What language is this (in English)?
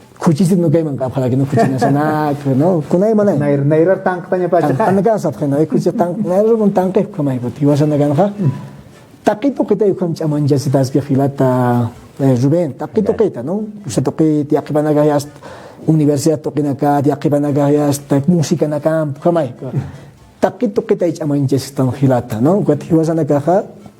Aymara